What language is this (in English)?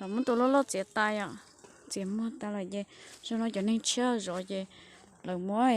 Hmong